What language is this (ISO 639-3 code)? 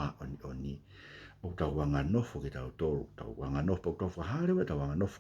ton